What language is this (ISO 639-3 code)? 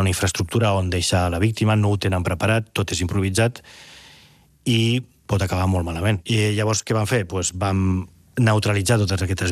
cat